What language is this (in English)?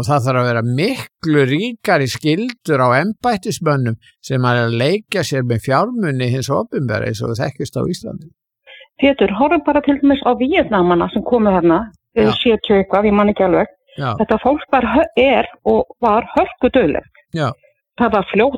Icelandic